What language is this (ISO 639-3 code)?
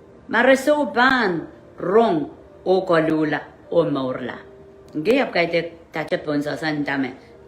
pon